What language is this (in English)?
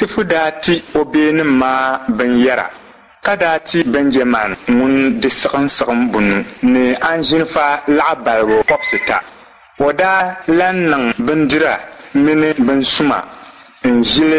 Dagbani